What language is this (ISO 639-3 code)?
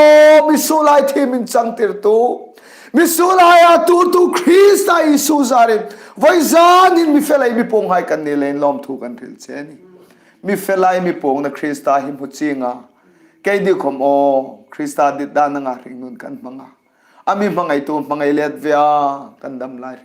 hmr